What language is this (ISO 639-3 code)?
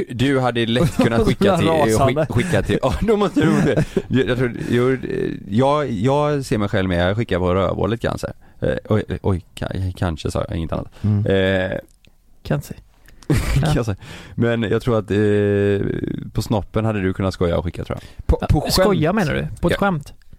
swe